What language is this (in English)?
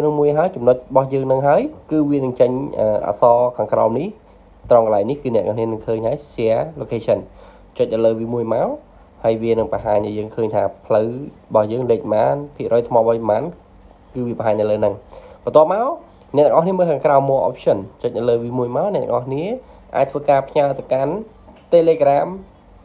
Khmer